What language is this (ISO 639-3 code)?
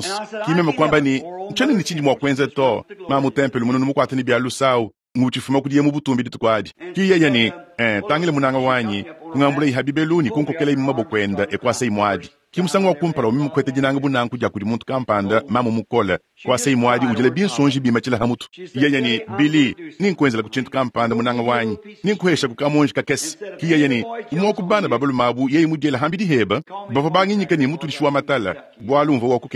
lua